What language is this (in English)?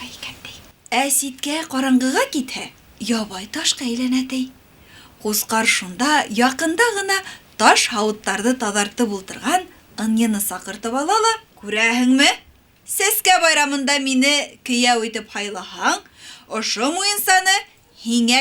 Bashkir